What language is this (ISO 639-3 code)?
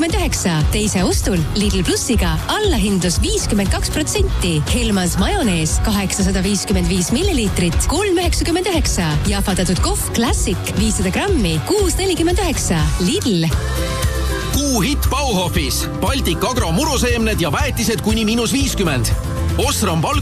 est